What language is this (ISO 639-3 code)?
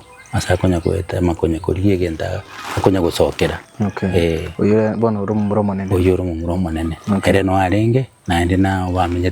guz